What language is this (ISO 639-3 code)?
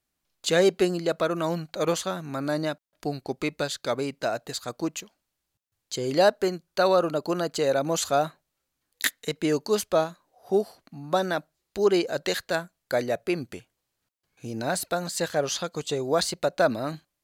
que